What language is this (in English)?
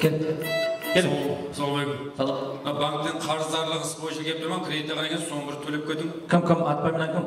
Kara-Kalpak